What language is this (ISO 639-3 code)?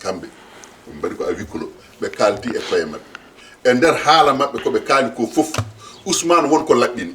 ful